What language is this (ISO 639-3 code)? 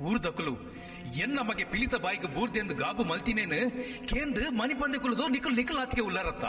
tcy